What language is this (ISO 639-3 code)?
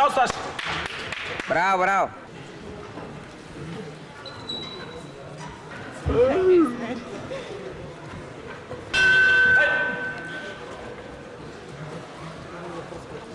bul